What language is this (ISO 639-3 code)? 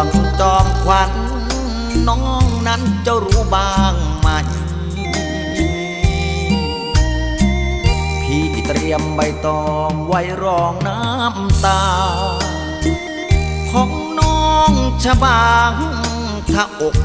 tha